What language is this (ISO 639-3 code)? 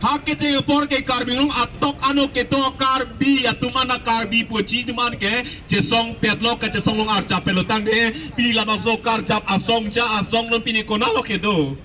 mjw